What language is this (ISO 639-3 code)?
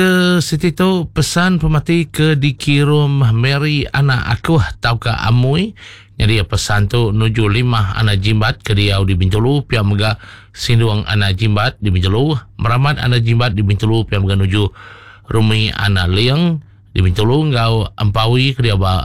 iba